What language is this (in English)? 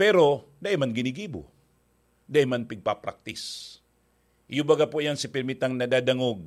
Bikol